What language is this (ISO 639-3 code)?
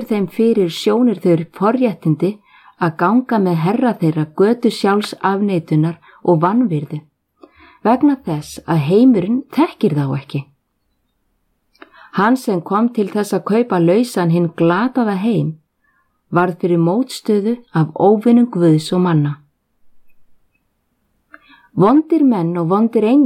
isl